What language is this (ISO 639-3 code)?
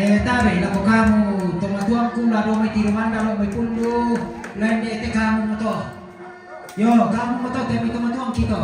sda